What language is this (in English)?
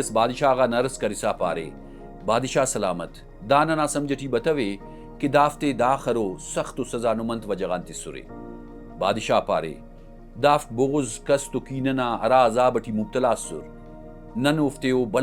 Brahui